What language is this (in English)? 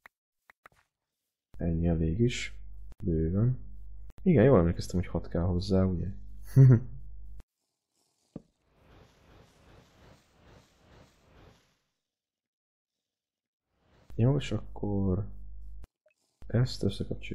Hungarian